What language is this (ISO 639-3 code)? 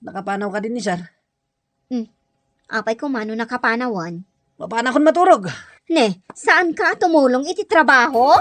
ilo